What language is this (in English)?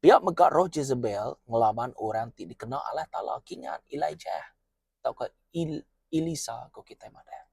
Iban